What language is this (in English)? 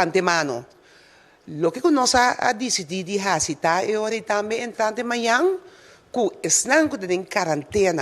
Papiamento